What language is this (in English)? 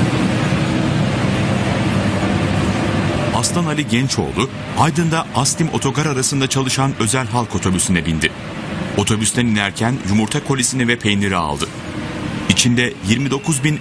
Turkish